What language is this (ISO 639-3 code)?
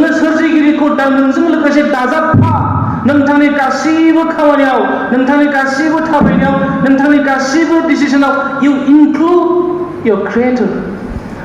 brx